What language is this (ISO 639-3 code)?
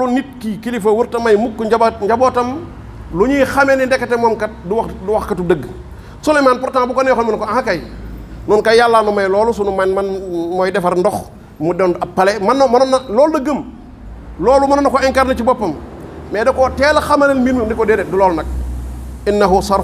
wol